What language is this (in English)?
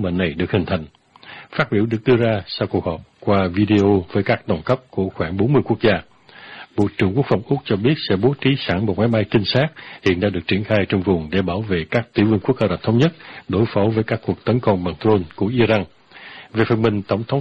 Vietnamese